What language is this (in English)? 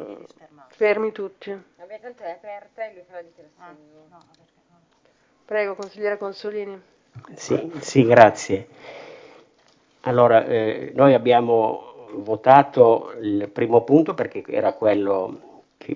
Italian